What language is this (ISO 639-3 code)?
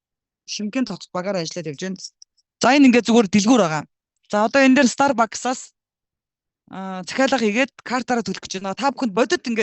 mon